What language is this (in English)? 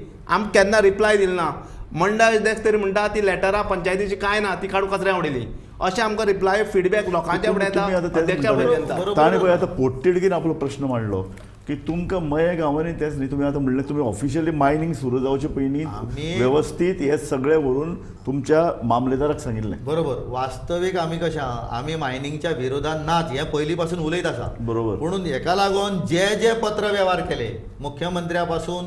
Konkani